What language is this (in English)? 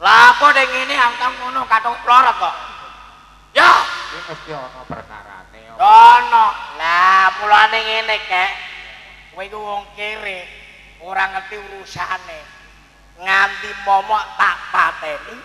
Javanese